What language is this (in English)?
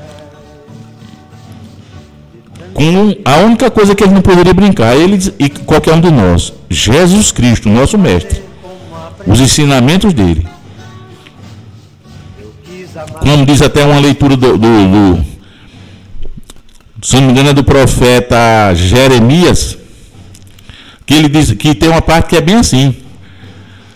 Portuguese